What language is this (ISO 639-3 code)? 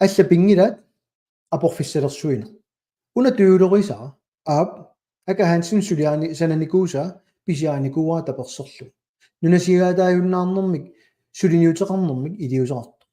kal